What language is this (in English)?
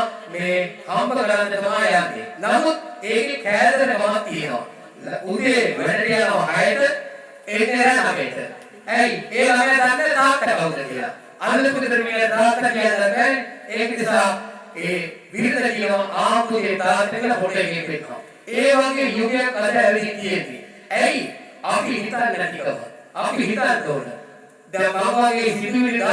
Sinhala